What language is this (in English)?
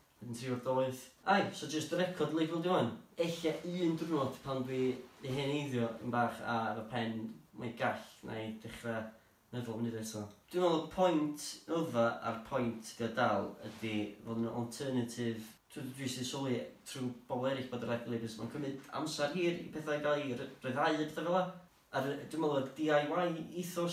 Welsh